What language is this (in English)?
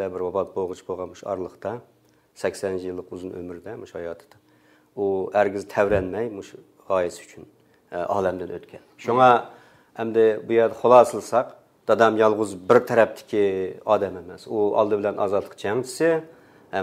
Uyghur